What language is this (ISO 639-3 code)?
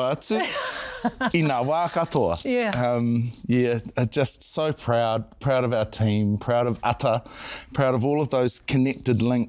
mri